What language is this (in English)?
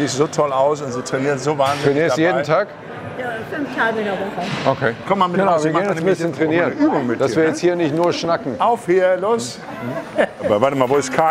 German